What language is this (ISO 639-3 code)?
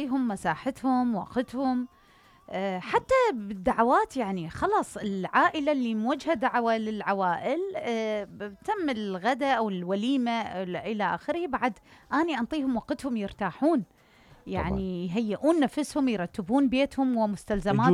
acm